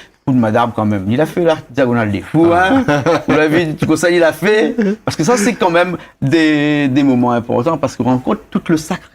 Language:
Réunion Creole French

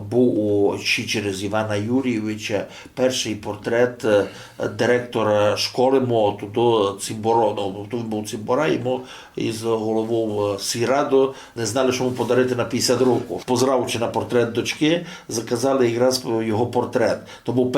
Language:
Rusyn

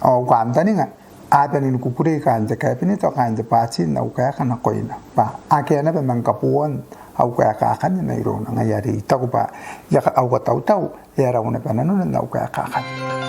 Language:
Gilbertese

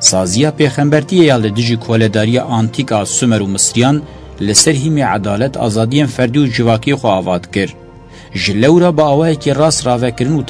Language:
Kurdish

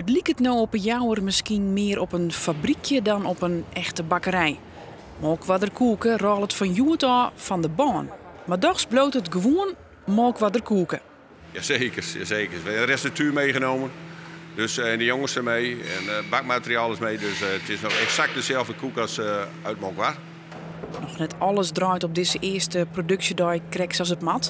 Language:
Western Frisian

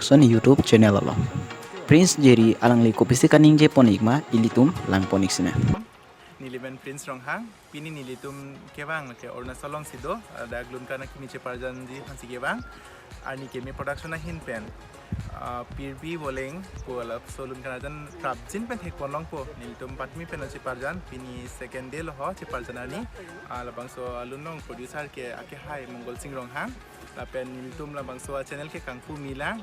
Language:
Karbi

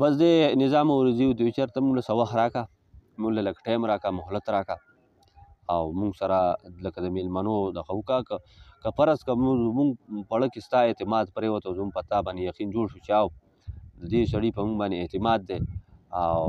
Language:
Pashto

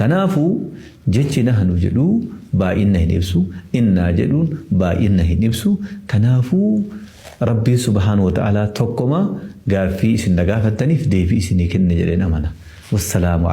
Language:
Oromo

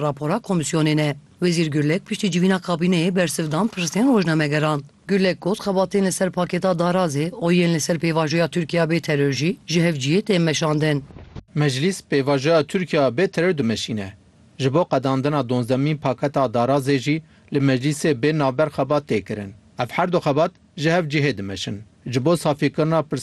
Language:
Kurdish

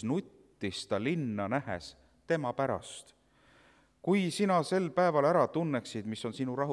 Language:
Estonian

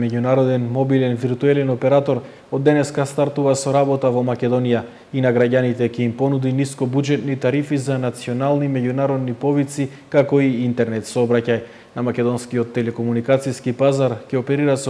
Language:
Macedonian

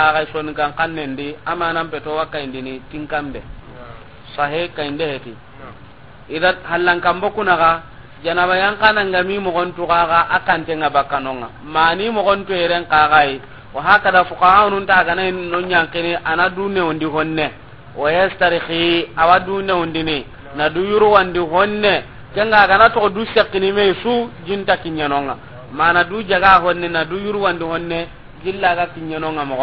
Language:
Soninke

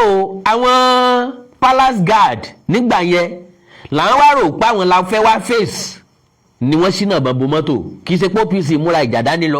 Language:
Yoruba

